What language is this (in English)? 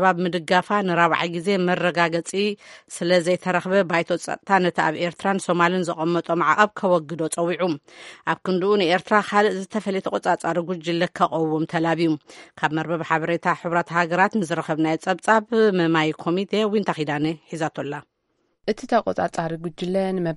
Tigrinya